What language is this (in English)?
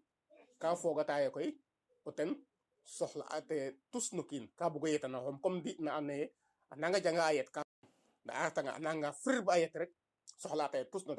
Serer